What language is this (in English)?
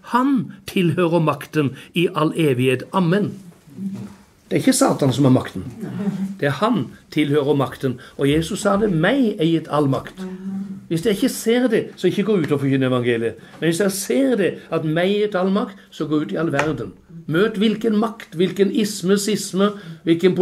Norwegian